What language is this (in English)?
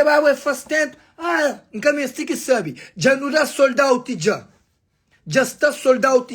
Kabuverdianu